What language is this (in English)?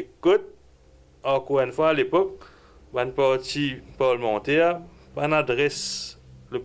Morisyen